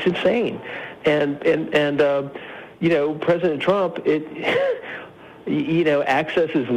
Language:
English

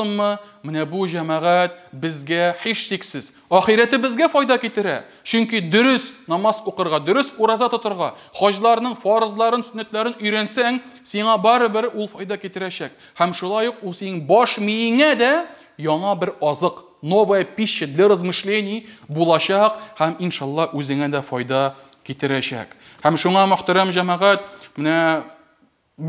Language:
Tatar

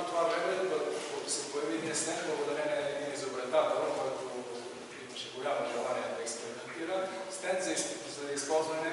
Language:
Bulgarian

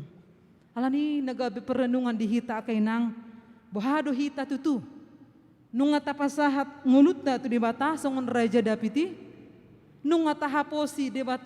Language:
Batak Toba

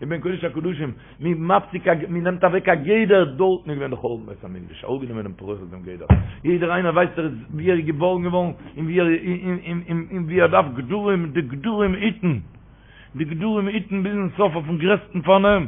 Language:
Yiddish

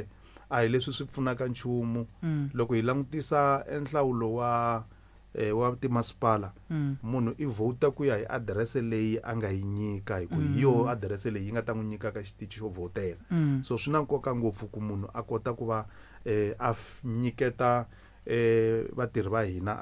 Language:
Tsonga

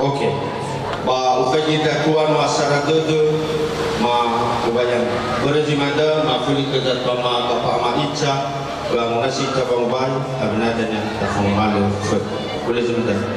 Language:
Nias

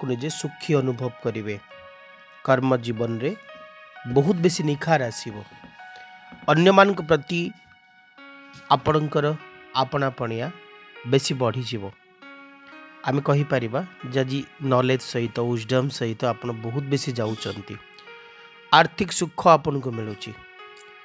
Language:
Odia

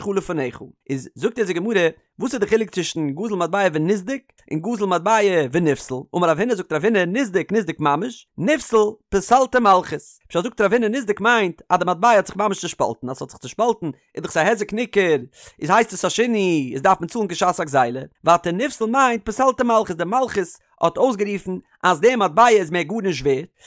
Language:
Yiddish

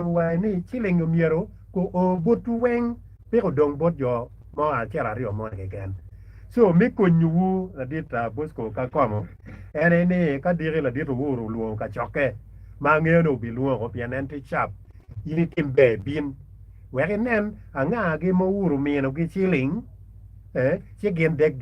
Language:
Acoli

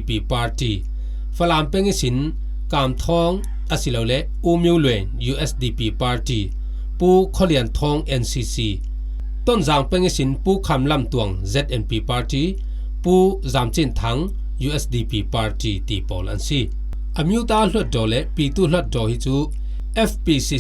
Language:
Falam Chin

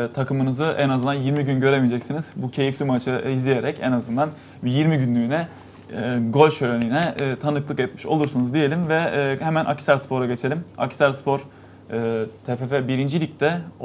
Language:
Turkish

